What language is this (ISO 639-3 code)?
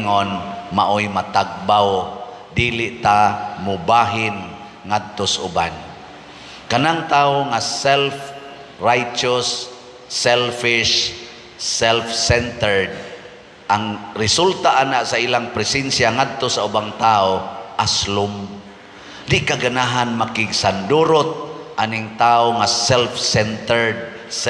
ceb